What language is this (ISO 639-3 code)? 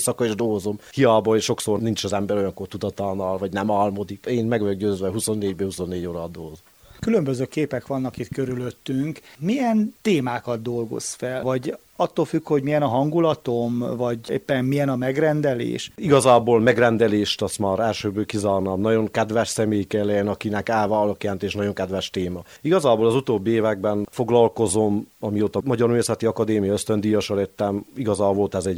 hun